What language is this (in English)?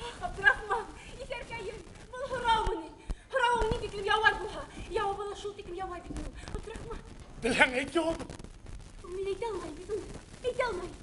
Bashkir